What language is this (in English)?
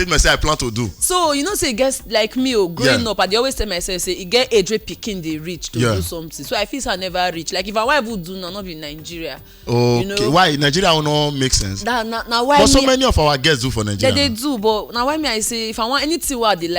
Nigerian Pidgin